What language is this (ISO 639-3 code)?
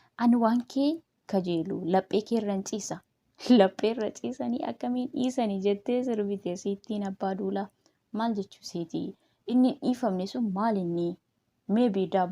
orm